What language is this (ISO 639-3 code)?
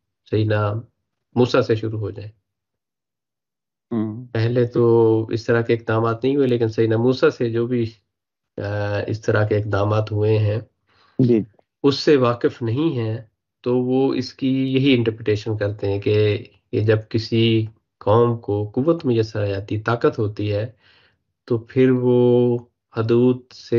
urd